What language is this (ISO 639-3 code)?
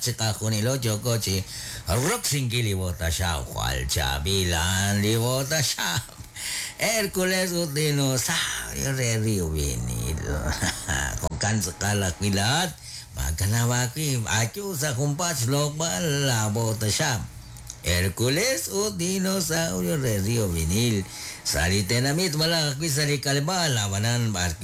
kek